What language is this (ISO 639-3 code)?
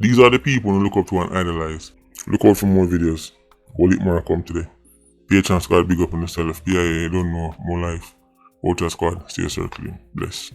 jam